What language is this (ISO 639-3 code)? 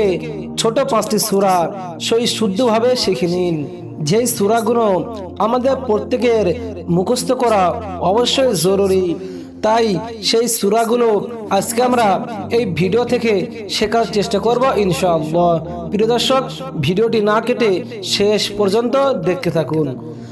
ben